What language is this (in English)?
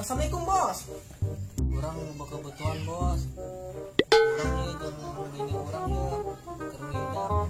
Sundanese